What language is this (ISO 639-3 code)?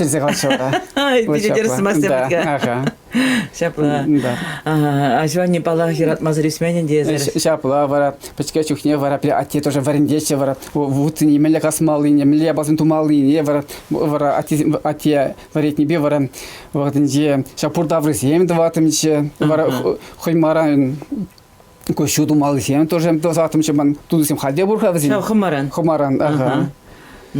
chv